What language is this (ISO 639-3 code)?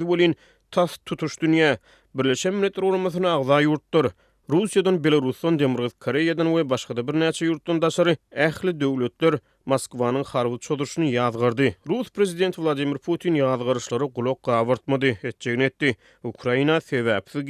tuk